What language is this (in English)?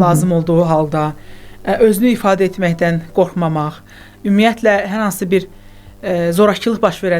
Azerbaijani